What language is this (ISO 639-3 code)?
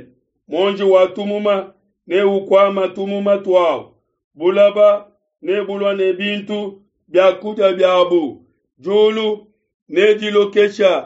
lua